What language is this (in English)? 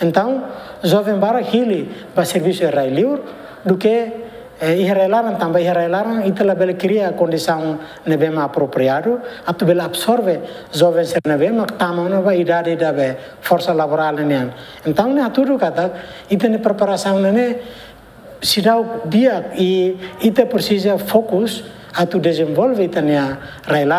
Tetum